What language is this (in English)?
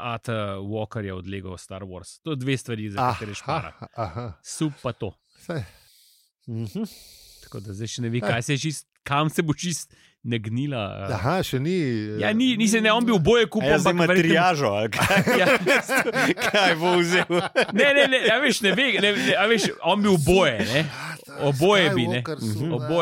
Slovenian